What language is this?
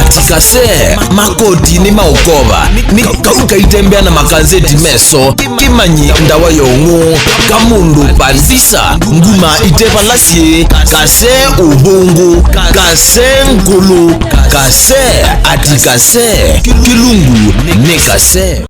Kamba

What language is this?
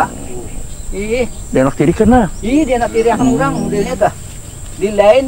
Banjar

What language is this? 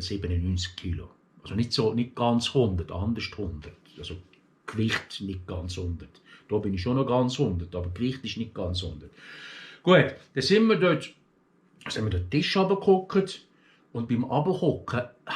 Swiss German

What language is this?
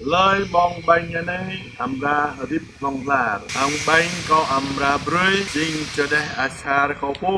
Jarai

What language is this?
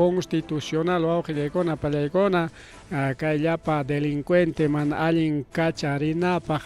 Ayacucho Quechua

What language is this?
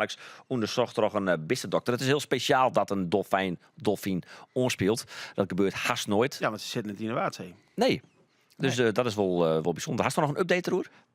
Western Frisian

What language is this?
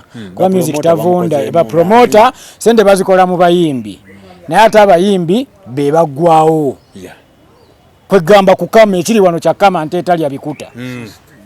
Ganda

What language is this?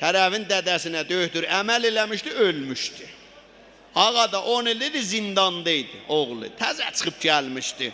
South Azerbaijani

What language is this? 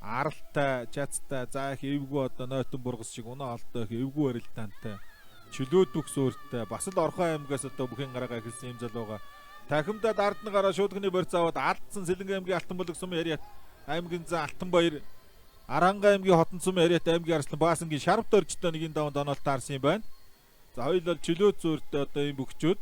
Mongolian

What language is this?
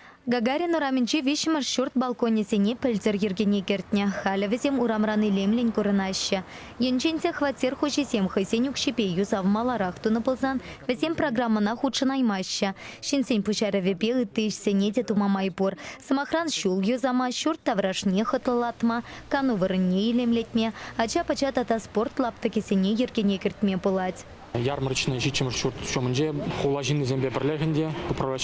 Chuvash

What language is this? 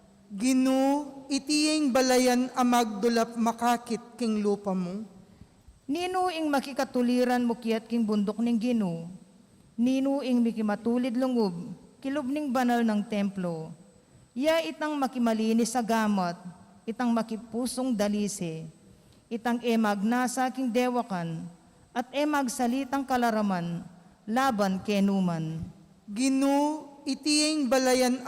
Pampanga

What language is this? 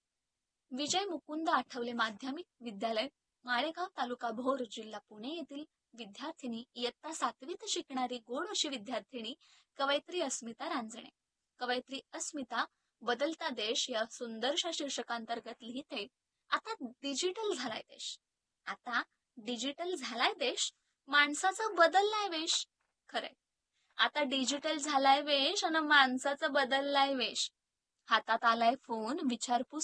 Marathi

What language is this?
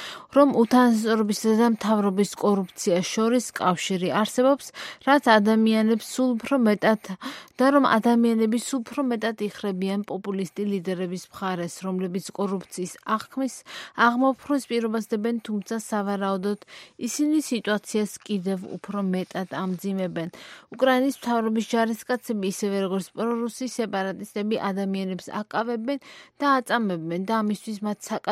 Georgian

